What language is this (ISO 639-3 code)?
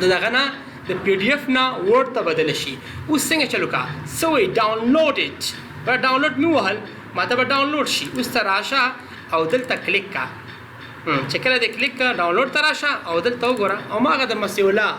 pus